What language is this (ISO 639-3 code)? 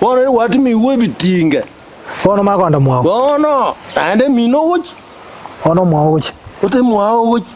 guz